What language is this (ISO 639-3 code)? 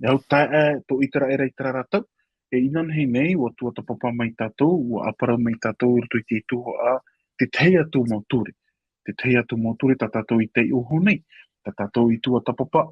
tah